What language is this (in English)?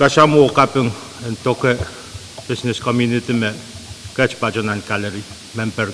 Pohnpeian